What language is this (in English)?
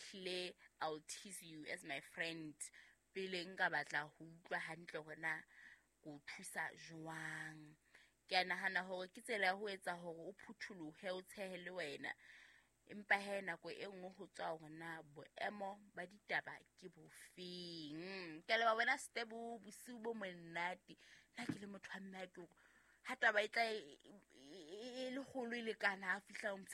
Southern Sotho